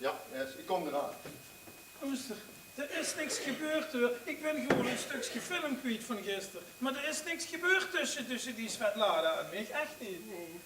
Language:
Limburgish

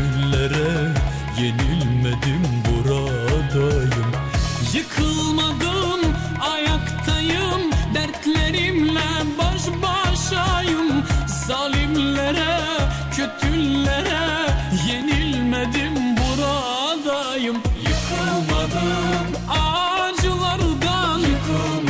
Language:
Turkish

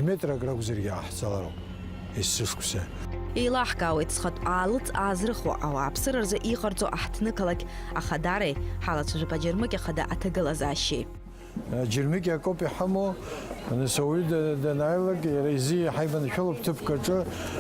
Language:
Abkhazian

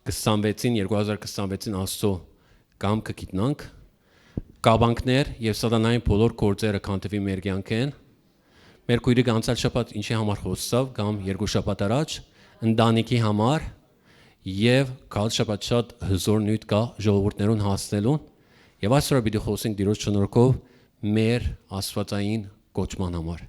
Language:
Western Armenian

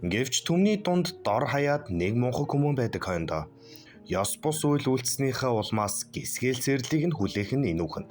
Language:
Mongolian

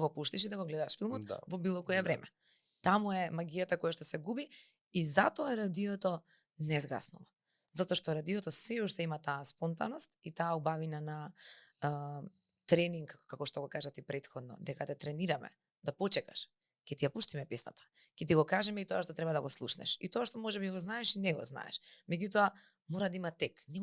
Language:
Macedonian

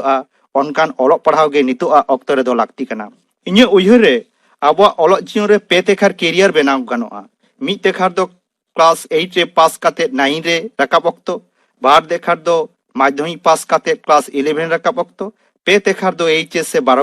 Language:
Santali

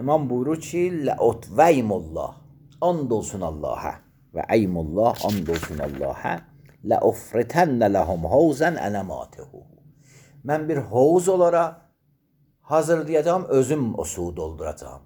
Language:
Azerbaijani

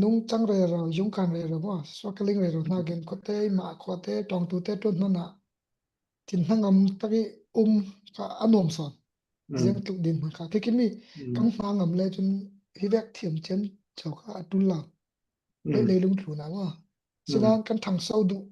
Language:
Falam Chin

